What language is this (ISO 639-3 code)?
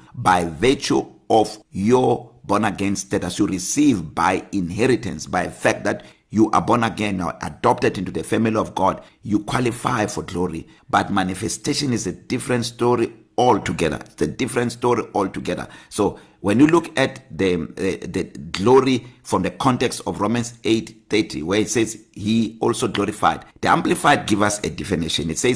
eng